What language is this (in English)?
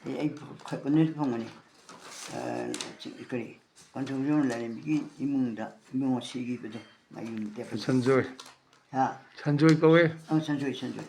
Manipuri